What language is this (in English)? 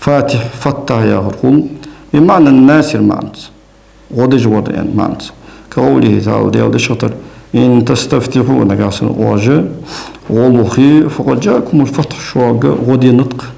Ingush